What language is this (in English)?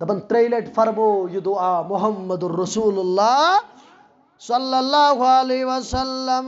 Kashmiri